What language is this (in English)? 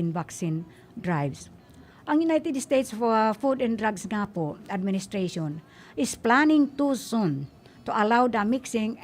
Bikol